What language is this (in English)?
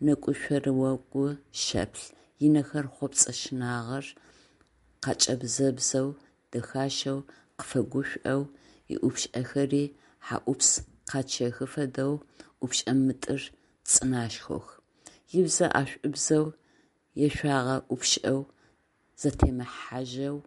Adyghe